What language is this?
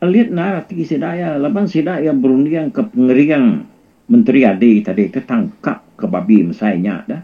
Iban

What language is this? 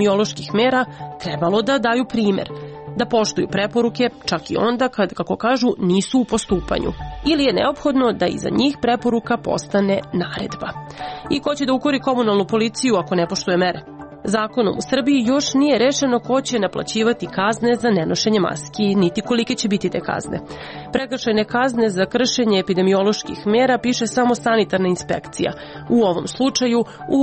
Serbian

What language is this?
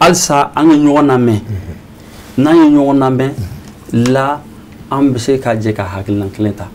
Bambara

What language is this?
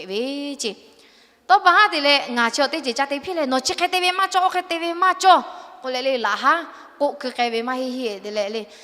Lahu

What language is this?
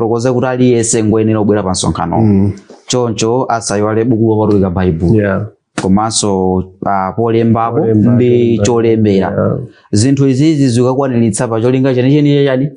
Nyanja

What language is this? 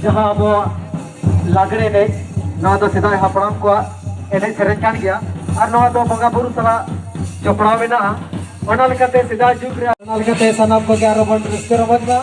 Santali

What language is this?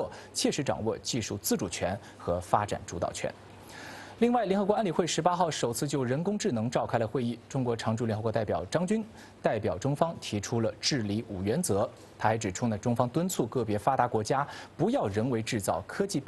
Chinese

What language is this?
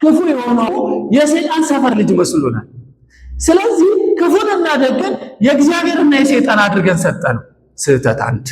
Amharic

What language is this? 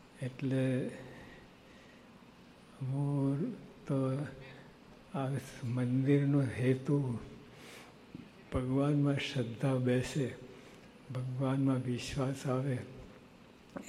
Gujarati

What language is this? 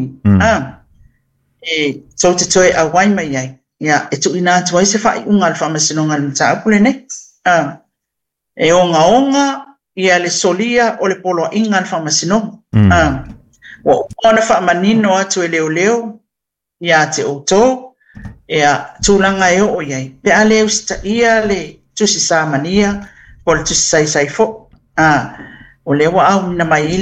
Samoan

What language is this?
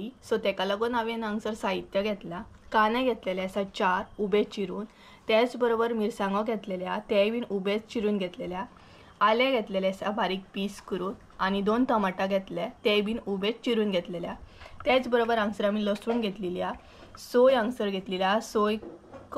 Konkani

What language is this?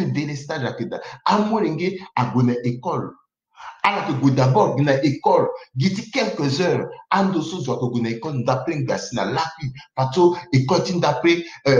Sango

